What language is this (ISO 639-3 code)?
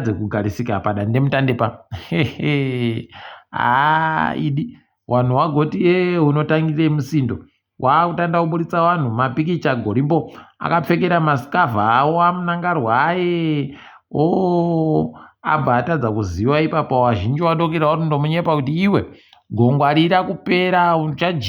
ndc